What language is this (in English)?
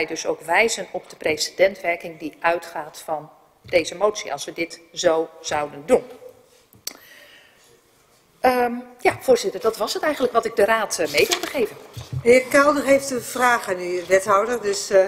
Dutch